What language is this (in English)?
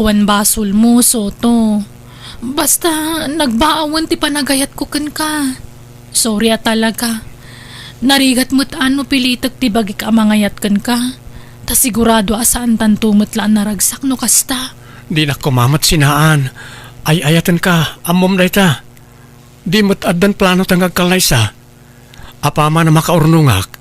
Iloko